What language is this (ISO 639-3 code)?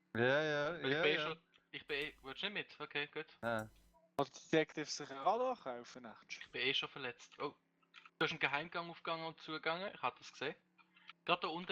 gsw